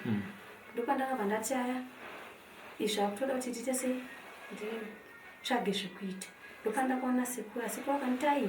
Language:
Shona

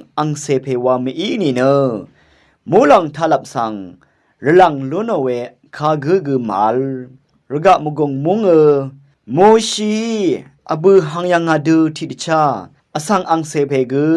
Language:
Rawang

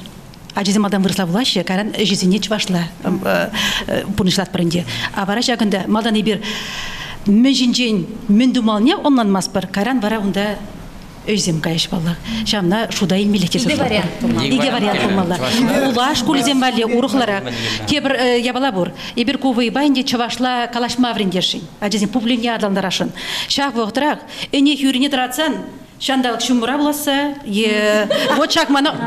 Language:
Chuvash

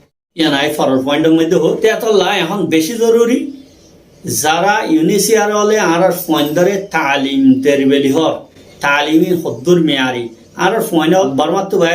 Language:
Rohingya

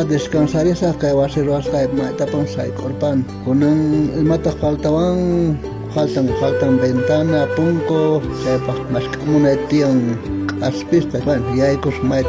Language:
South Bolivian Quechua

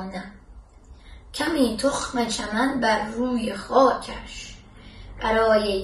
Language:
Persian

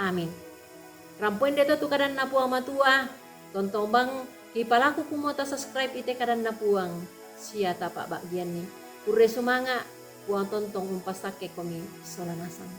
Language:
Toraja-Sa'dan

